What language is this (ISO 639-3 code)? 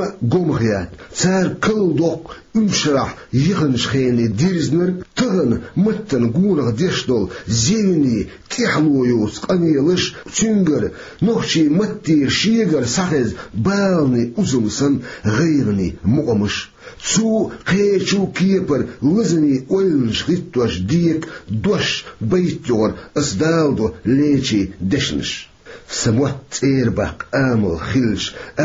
che